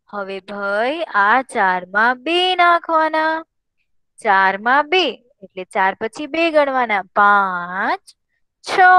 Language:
Gujarati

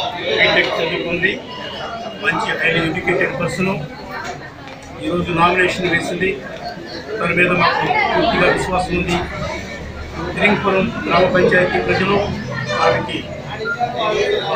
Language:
Telugu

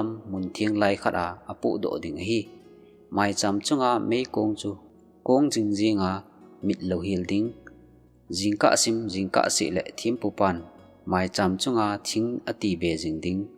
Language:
Thado Chin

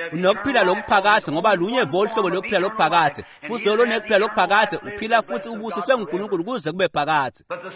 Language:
Swati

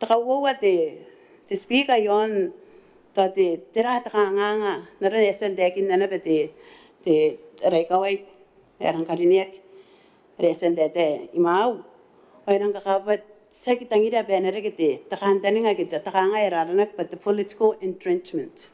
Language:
Gilbertese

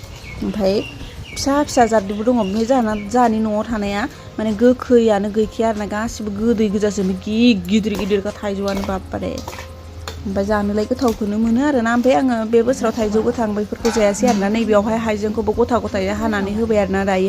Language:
Bodo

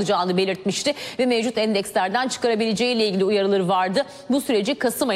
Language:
Turkish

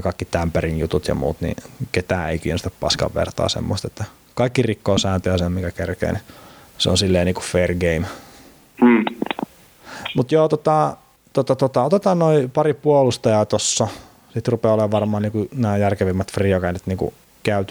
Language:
Finnish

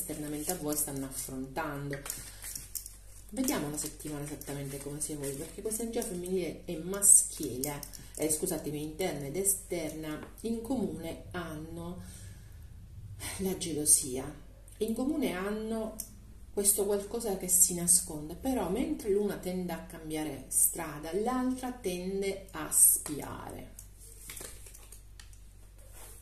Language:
Italian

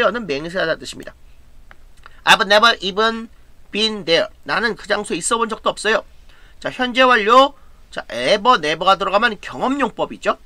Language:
Korean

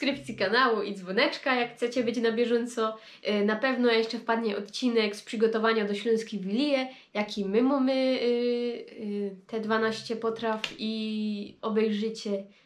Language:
Silesian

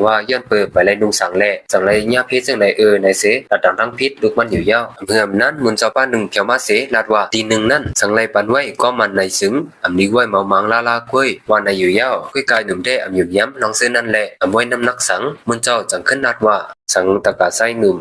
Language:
Shan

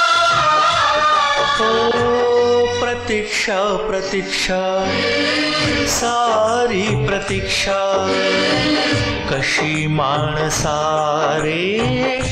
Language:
Marathi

